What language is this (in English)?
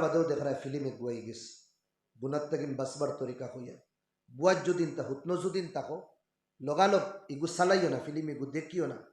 Sylheti